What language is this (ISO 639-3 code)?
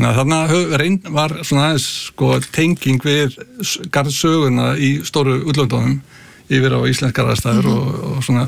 isl